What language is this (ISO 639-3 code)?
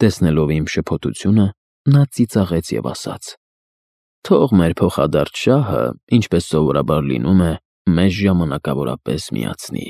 hye